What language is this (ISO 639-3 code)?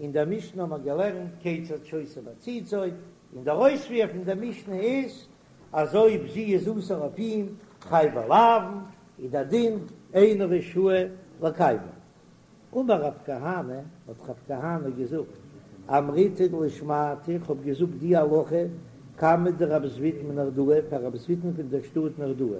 yid